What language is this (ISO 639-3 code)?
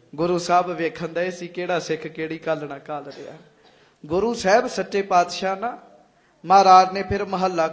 pan